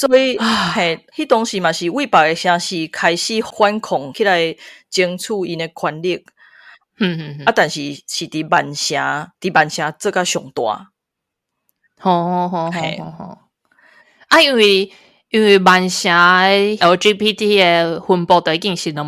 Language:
Min Nan Chinese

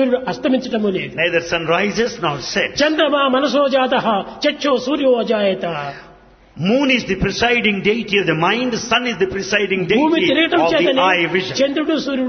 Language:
Telugu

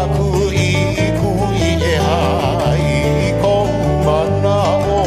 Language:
Hawaiian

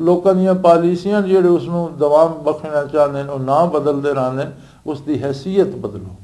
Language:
Western Panjabi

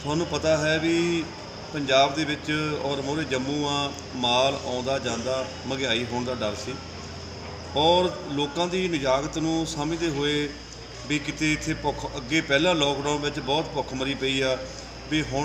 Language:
Punjabi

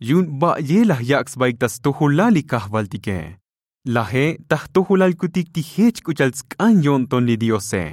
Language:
Tzotzil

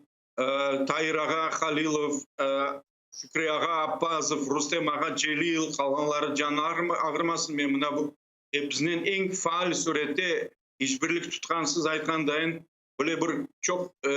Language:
Crimean Tatar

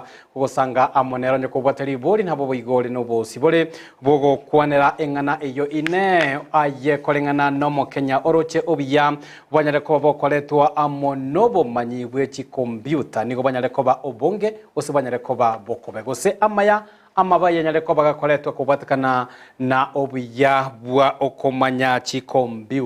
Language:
Gusii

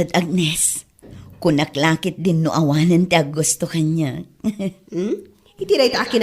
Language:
Iloko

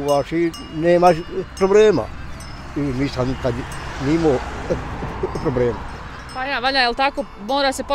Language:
Bosnian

